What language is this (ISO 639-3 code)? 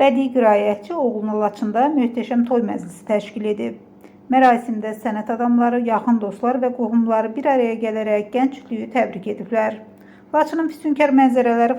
aze